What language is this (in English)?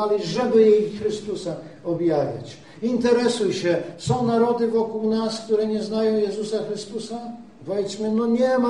Polish